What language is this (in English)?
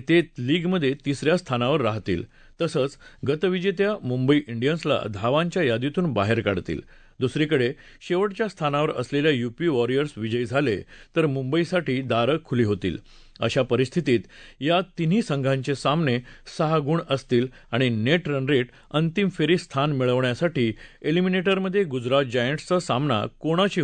Marathi